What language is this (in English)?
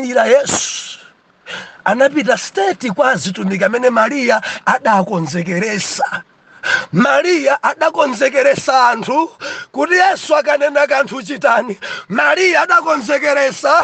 Nyanja